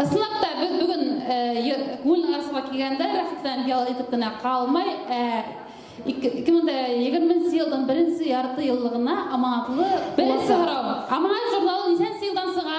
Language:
Bashkir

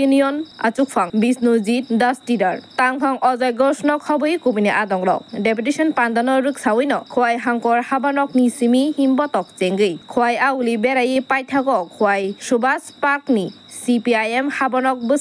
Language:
Kok Borok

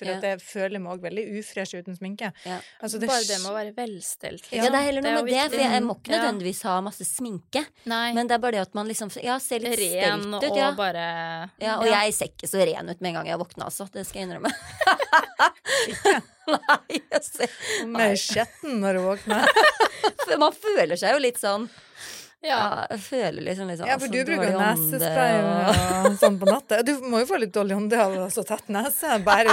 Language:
Norwegian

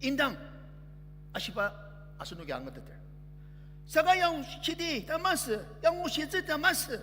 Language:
Ao Naga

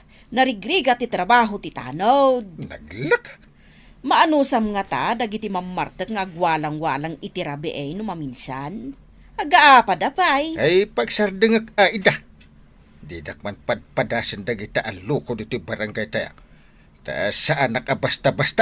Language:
Iloko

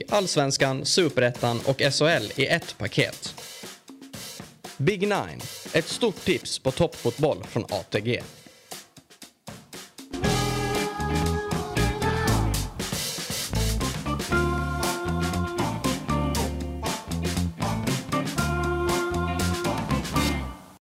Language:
Swedish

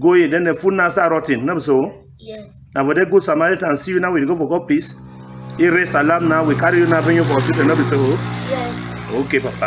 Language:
Cameroon Pidgin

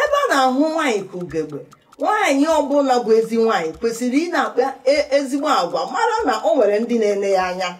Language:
Igbo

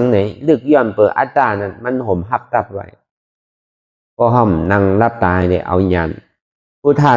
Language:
Shan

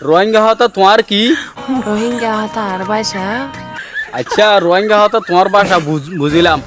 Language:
Rohingya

